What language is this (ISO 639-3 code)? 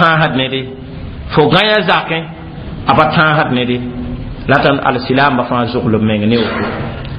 mos